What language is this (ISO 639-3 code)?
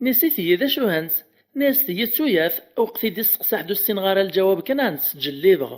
kab